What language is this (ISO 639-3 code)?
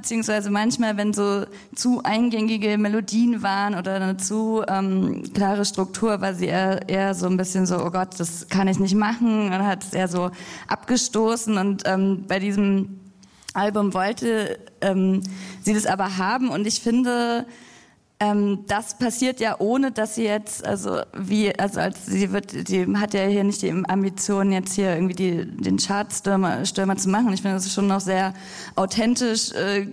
deu